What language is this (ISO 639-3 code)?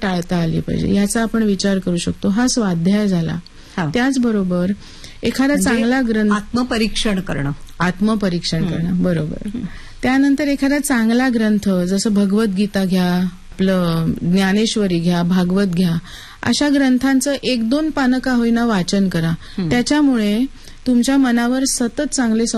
mar